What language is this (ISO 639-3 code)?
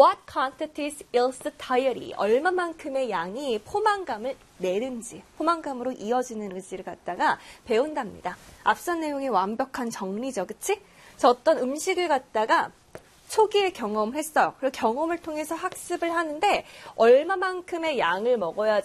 kor